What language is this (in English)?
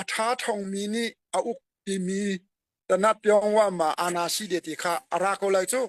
Hakha Chin